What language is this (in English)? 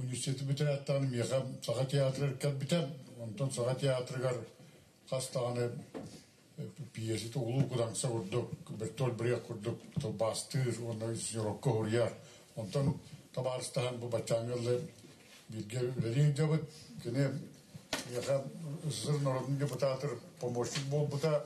Yakut